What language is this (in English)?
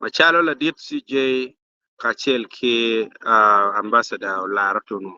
Acoli